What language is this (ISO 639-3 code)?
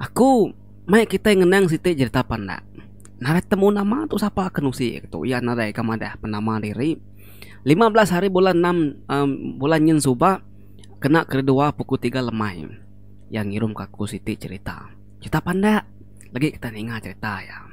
iba